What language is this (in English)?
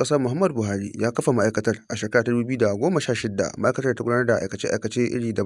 Hausa